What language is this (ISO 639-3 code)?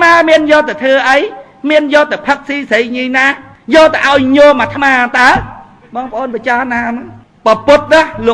khm